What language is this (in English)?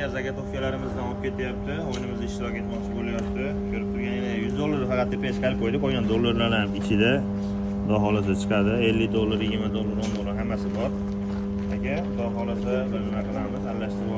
Uzbek